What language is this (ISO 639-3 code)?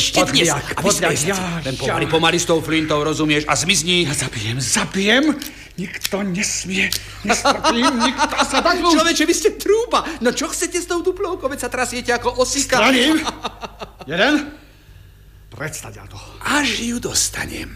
slk